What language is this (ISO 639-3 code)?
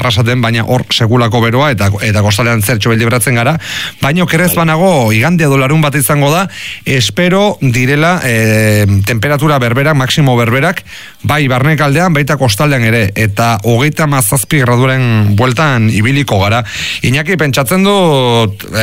eus